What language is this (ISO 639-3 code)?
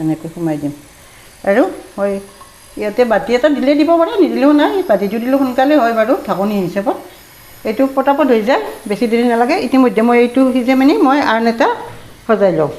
asm